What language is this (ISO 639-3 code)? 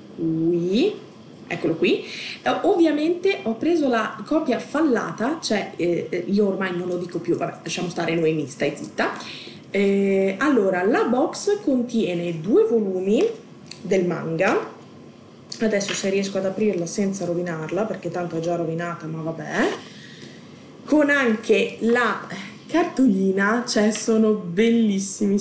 ita